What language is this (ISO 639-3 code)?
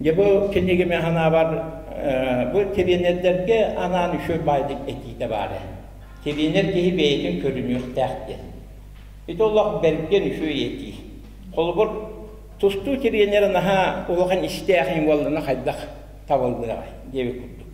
sah